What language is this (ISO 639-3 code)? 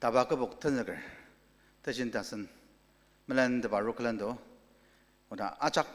njo